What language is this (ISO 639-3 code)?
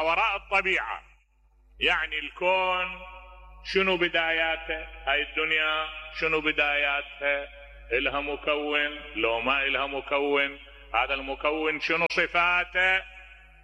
acm